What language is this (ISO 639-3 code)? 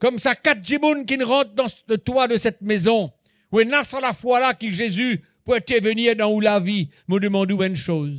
mfe